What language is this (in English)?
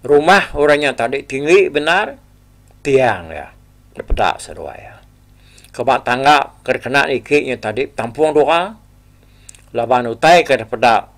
Iban